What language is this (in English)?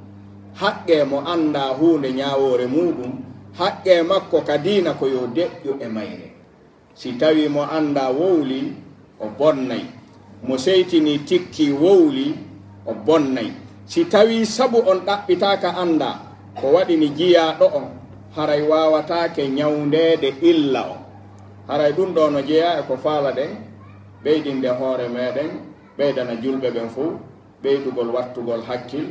Pular